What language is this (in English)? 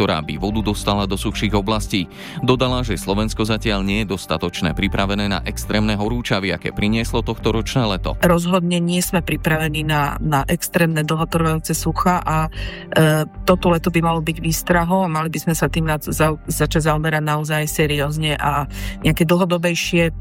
Slovak